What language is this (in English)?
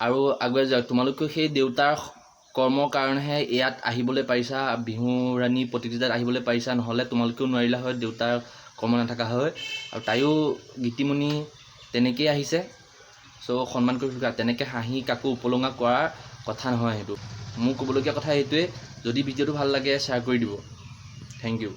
Assamese